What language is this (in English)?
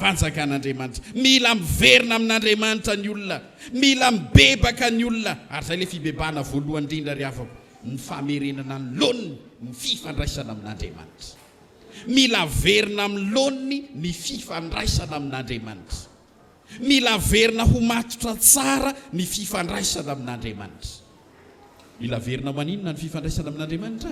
Malagasy